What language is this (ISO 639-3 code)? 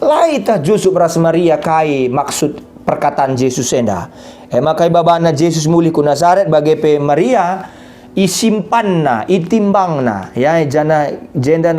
btx